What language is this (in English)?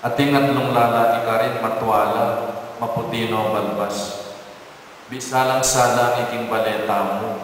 Pampanga